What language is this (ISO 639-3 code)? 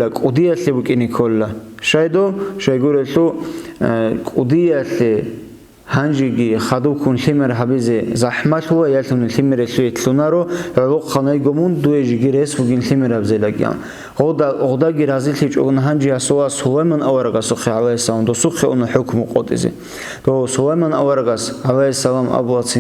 ava